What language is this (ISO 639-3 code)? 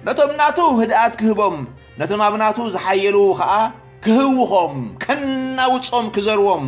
tir